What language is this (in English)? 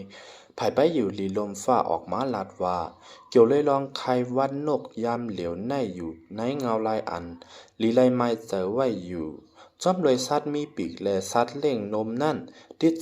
Shan